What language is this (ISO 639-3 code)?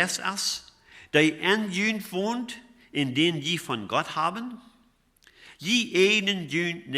pdt